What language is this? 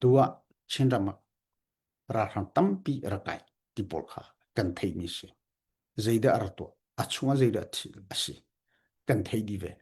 Hakha Chin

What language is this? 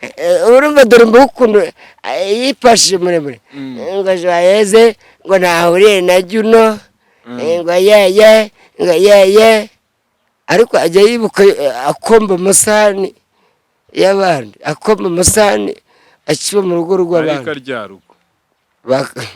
Kinyarwanda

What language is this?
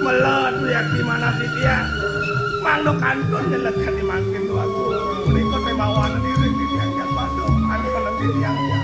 Balinese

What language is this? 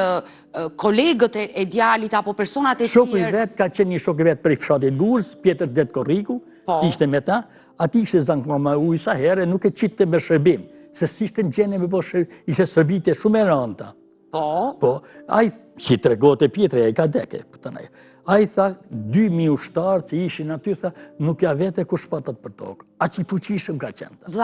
Albanian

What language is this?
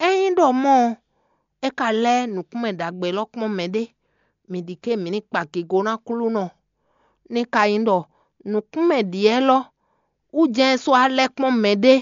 Fon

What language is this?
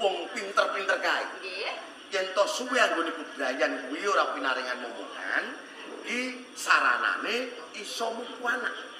Javanese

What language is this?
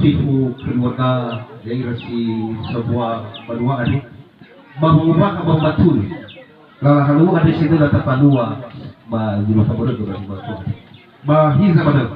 Nias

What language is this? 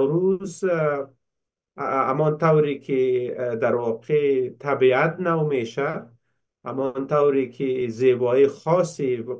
Persian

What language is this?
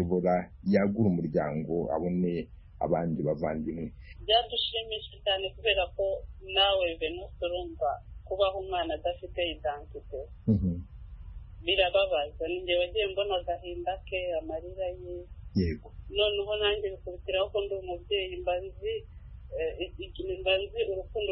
Kinyarwanda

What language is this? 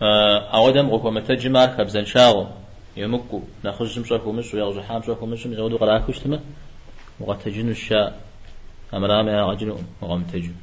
Kabardian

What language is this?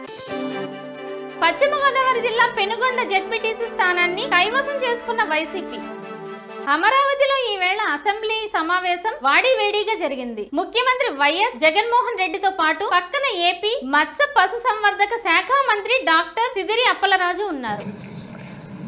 Telugu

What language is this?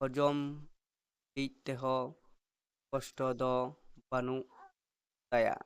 Santali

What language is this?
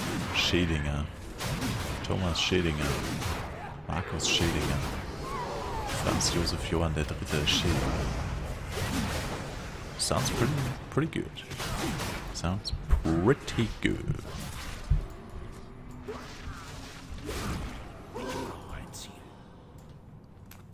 German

